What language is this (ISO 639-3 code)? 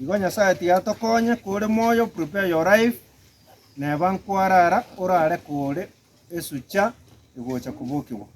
guz